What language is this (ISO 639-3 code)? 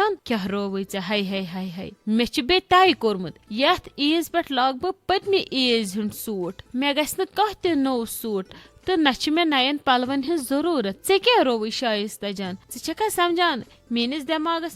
kas